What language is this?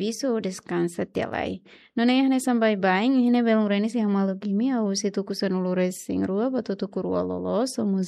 Tetum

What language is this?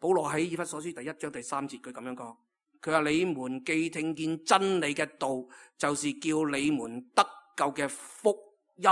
Cantonese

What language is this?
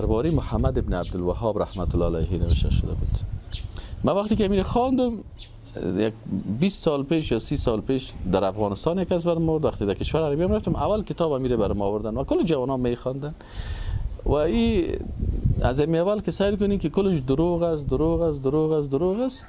Persian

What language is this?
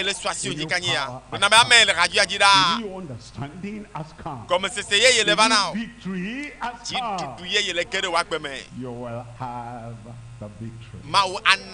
Ewe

